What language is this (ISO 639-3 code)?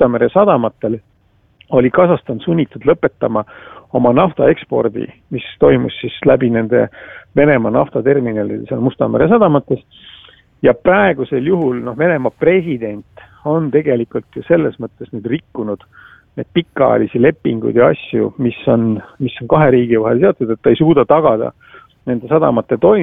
est